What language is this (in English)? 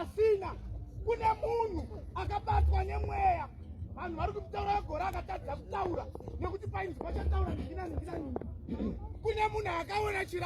Shona